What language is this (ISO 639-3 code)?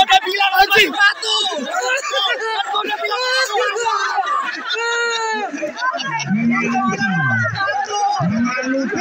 ind